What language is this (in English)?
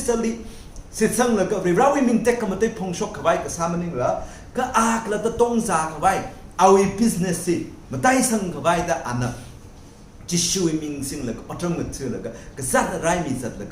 Tangkhul Naga (India)